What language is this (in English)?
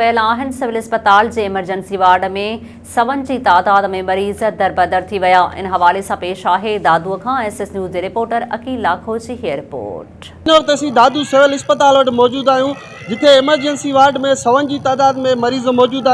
Sindhi